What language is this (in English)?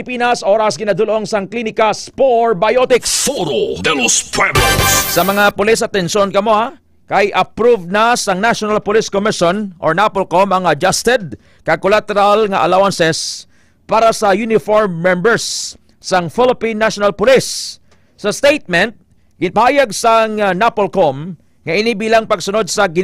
Hiligaynon